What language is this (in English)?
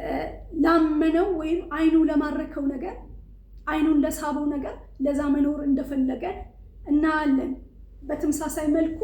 Amharic